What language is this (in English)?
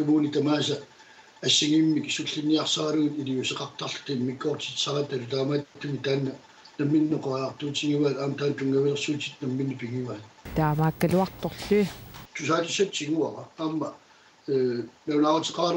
Kalaallisut